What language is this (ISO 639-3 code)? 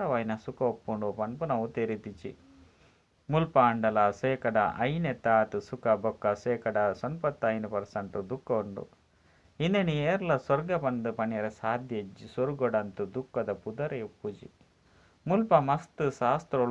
tcy